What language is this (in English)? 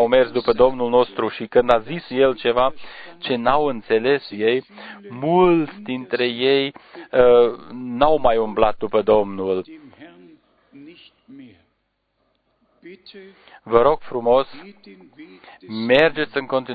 Romanian